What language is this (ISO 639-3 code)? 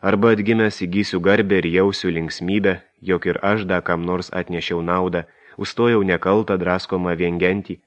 lit